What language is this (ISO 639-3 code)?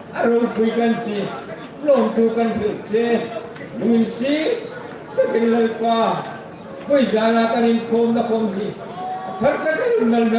hmr